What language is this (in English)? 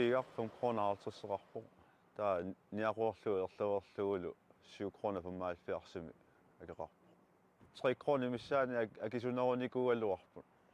Kalaallisut